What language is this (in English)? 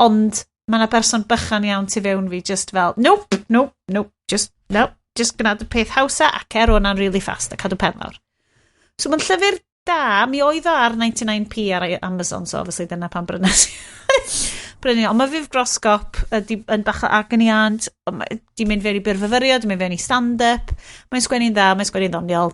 Welsh